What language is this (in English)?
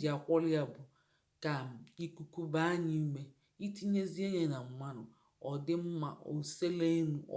Igbo